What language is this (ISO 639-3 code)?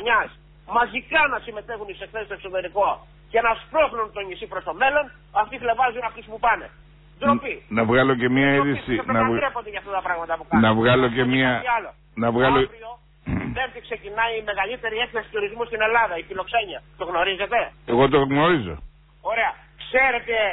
ell